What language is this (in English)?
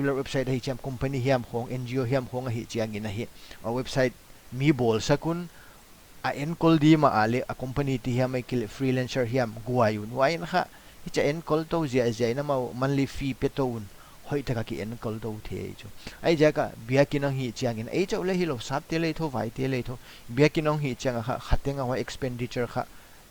Paite Chin